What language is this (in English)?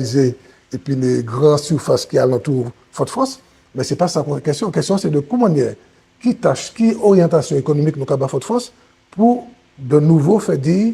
Guadeloupean Creole French